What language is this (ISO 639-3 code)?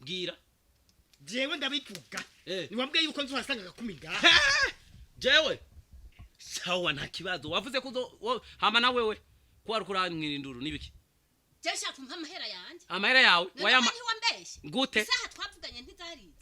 run